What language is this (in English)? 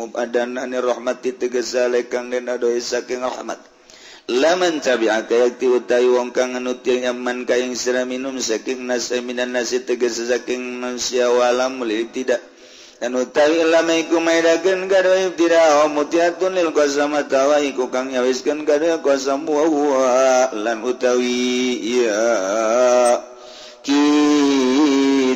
Sundanese